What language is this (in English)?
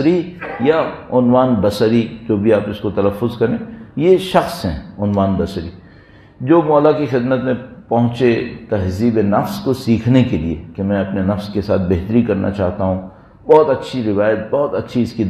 Urdu